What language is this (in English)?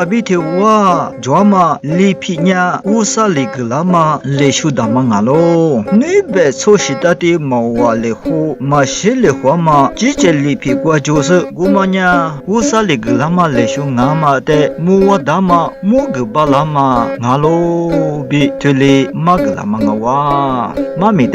Lisu